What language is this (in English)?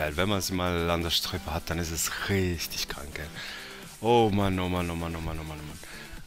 German